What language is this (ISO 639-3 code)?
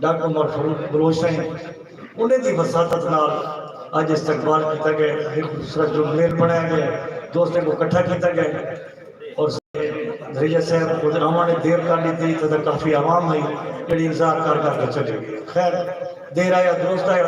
skr